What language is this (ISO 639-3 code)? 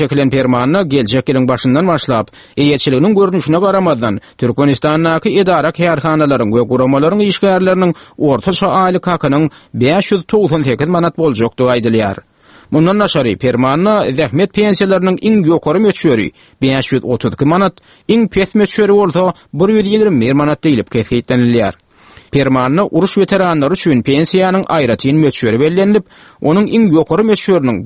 tuk